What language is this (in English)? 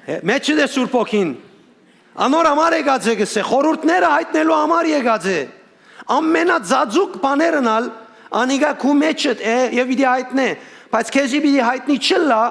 Western Armenian